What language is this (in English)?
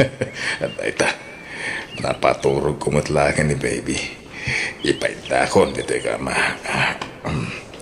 Iloko